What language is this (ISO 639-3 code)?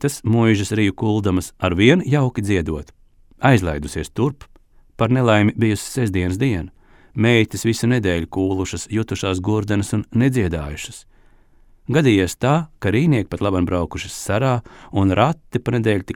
lav